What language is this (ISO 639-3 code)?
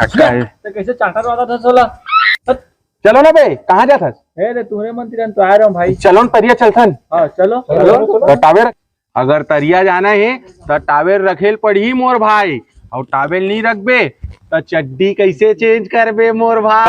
hne